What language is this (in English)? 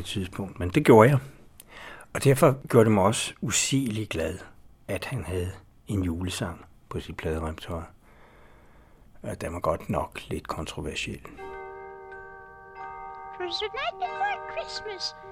Danish